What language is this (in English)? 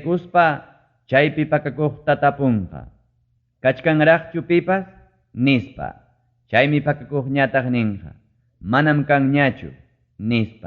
Ayacucho Quechua